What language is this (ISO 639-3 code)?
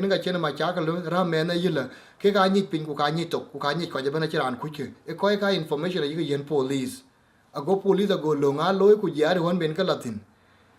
din